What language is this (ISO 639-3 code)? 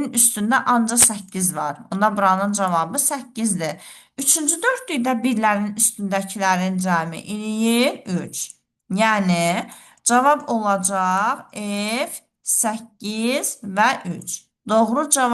aze